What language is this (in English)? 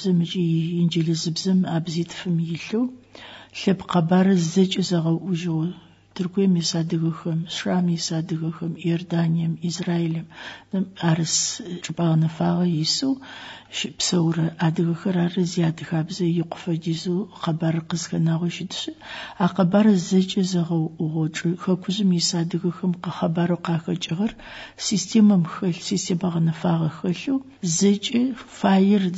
Adyghe